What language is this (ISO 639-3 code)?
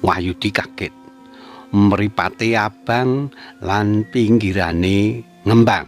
jav